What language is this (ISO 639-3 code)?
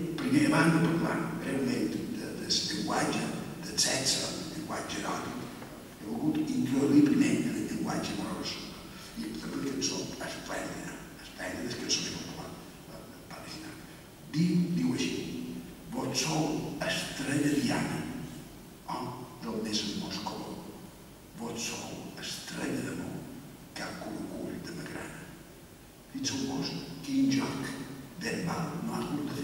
cat